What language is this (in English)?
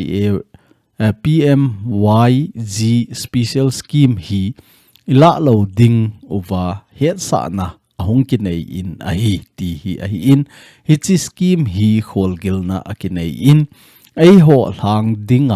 Thado Chin